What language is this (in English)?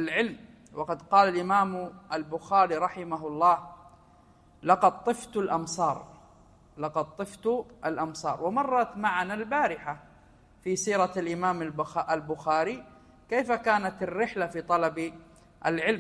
Arabic